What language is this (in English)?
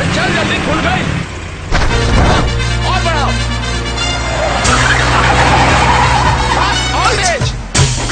Bhojpuri